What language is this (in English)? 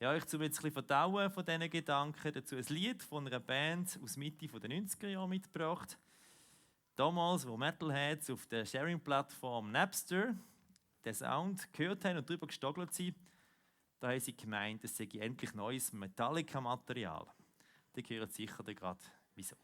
Swiss German